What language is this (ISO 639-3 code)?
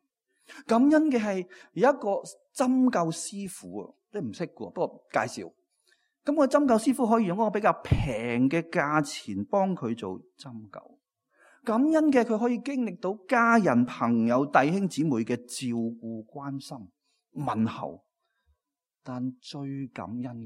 yue